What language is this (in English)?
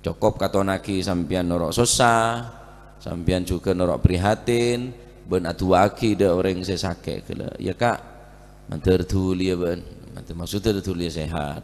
Madurese